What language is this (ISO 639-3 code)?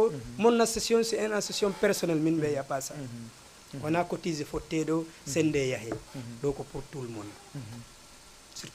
ful